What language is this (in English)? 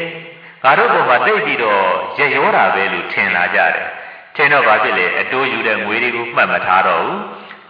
Burmese